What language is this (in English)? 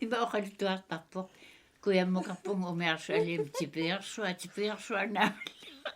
Kalaallisut